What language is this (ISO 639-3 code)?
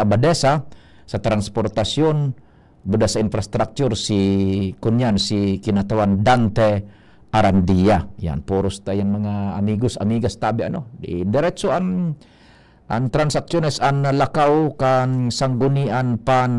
bik